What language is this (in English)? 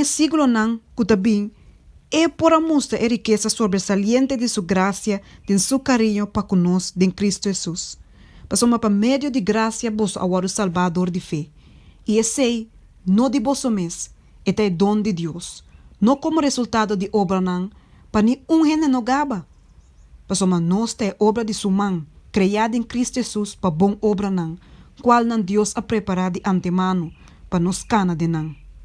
Papiamento